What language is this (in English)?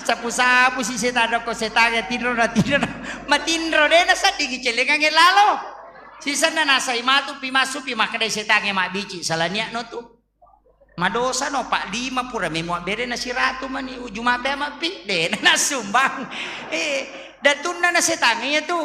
Buginese